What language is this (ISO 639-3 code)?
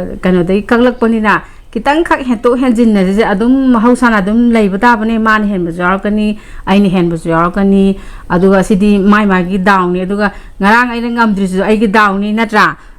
mni